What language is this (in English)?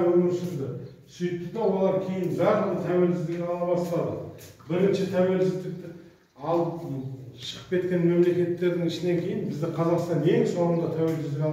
Kazakh